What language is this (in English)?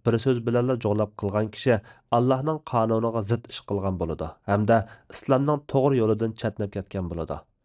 Uyghur